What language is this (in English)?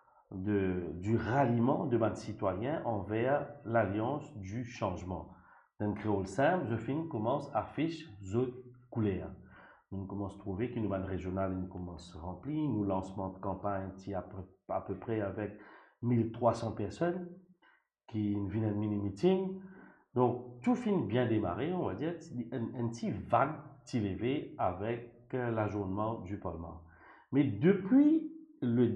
Morisyen